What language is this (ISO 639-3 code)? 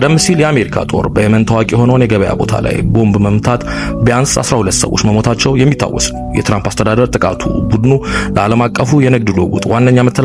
amh